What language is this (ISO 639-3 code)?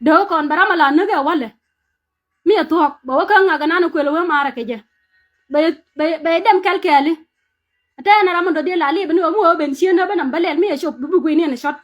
nus